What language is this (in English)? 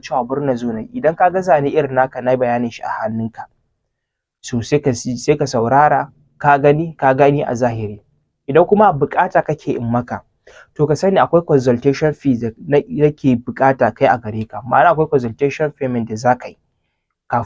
Hausa